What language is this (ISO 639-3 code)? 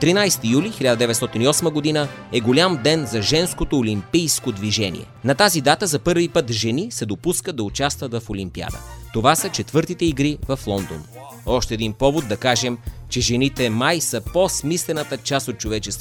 bul